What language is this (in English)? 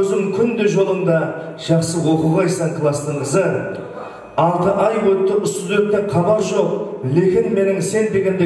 Kara-Kalpak